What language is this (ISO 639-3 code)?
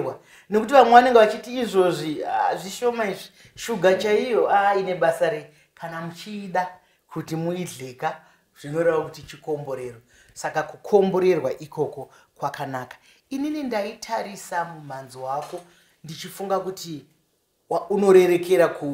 sna